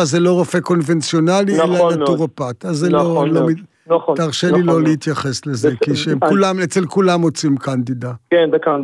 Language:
Hebrew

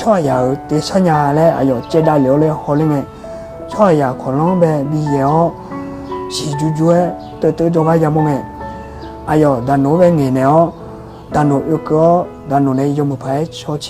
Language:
Akha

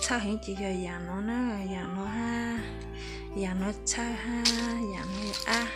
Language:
Hmong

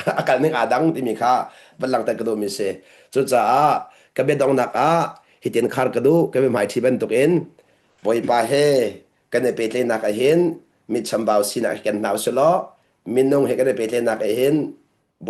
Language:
Hakha Chin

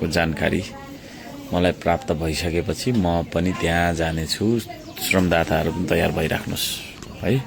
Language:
Nepali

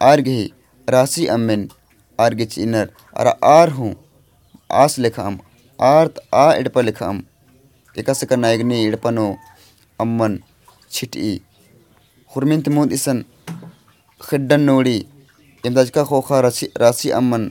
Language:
Kurukh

